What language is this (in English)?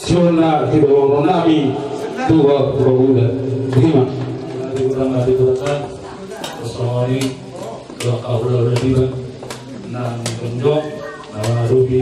Batak Toba